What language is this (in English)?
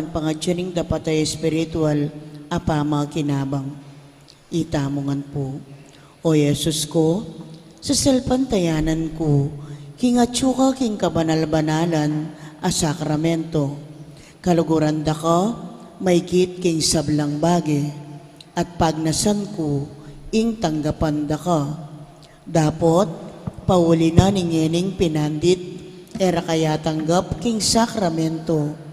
Pampanga